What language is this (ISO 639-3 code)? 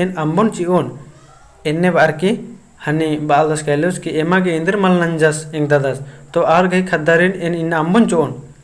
kru